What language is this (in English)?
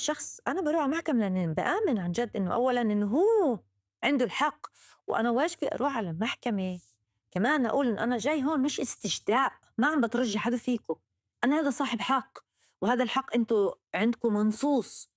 North Levantine Arabic